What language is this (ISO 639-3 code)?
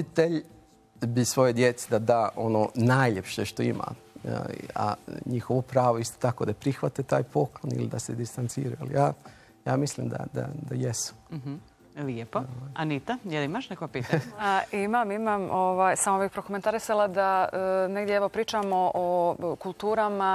bos